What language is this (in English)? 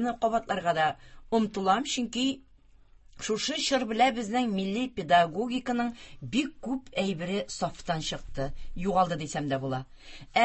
Tatar